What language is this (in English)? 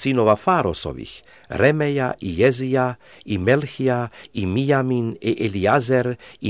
Serbian